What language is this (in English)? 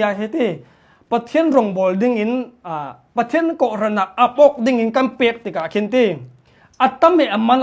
Hakha Chin